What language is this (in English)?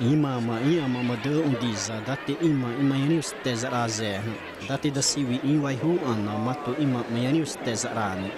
Xavánte